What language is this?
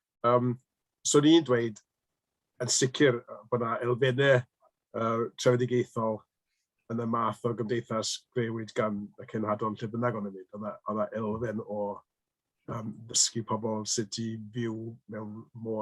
Welsh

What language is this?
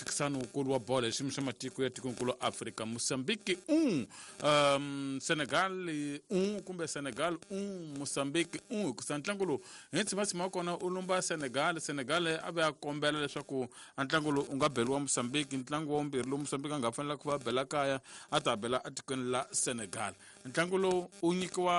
Tsonga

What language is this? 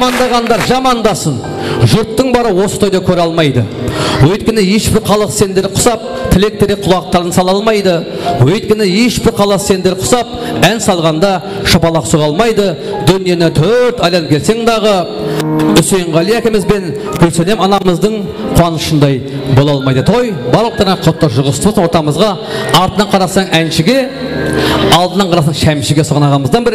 Kara-Kalpak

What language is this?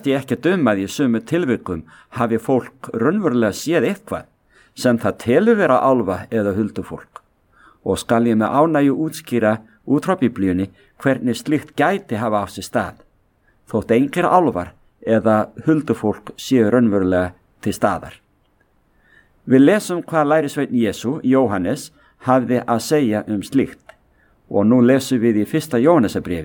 Icelandic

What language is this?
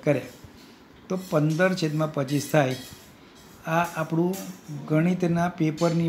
Gujarati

